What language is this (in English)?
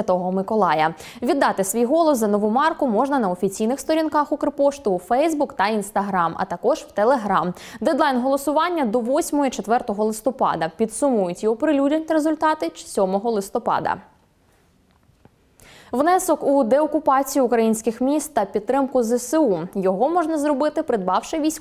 Ukrainian